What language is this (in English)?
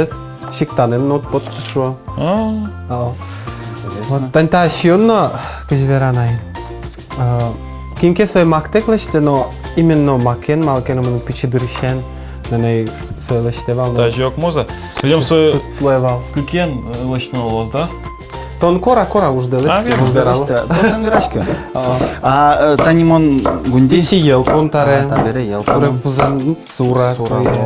Udmurt